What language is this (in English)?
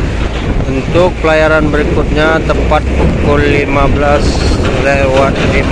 Indonesian